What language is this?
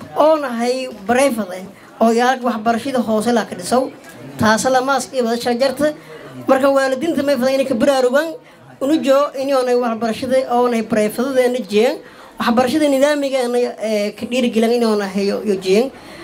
Somali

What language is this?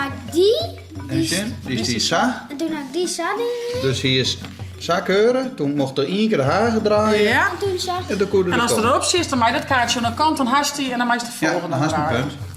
Western Frisian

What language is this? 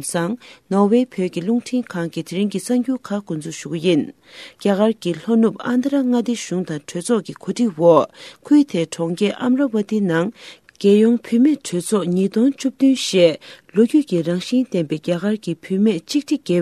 Tibetan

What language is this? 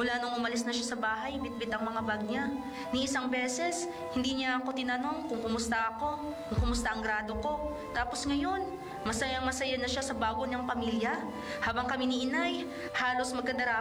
Filipino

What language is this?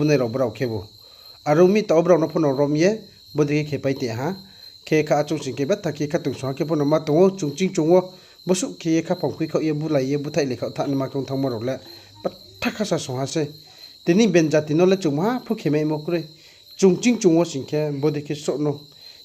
Riang (India)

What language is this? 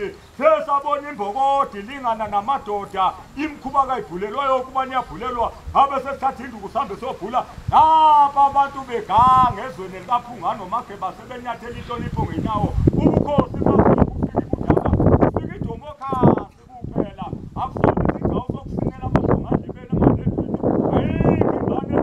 Zulu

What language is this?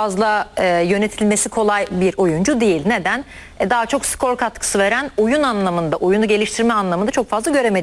Turkish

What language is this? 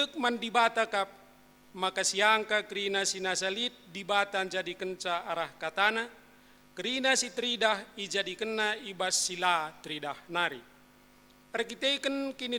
Batak Karo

